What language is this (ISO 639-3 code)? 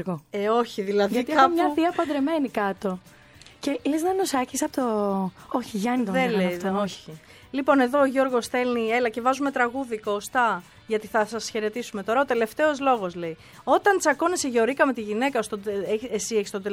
ell